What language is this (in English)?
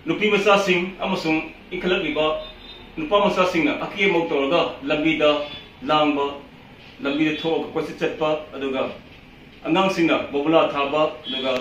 Manipuri